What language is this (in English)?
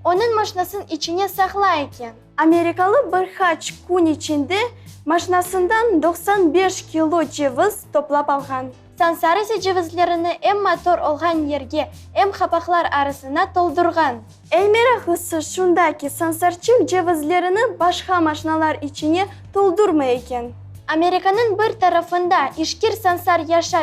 Crimean Tatar